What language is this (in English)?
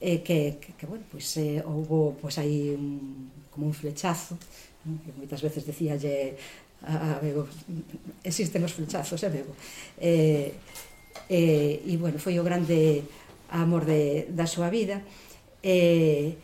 Galician